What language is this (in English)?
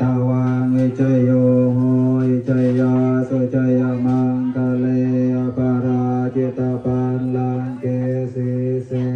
Pali